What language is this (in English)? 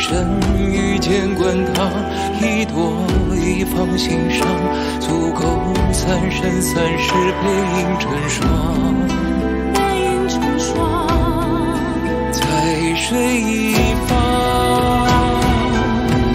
Chinese